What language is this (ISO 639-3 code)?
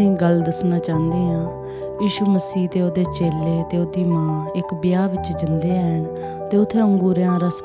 doi